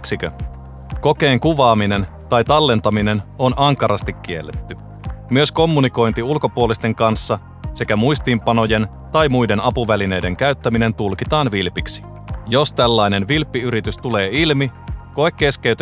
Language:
Finnish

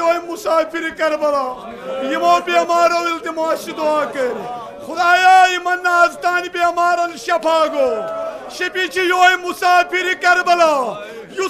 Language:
Kashmiri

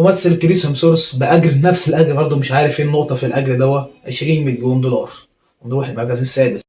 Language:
Egyptian Arabic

